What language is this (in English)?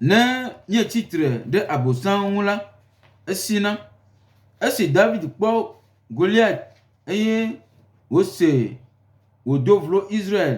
Gen